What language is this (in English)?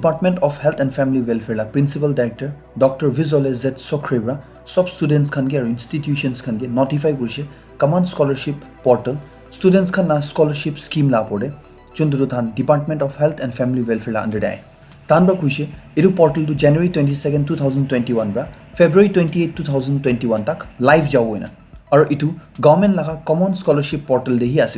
Naga Pidgin